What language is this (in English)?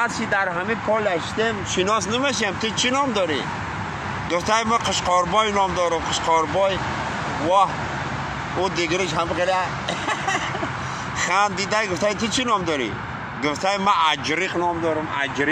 Tajik